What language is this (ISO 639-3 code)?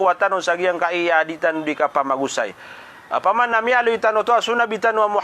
mrw